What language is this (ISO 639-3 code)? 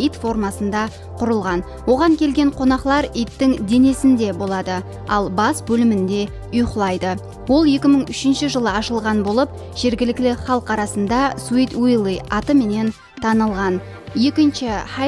kaa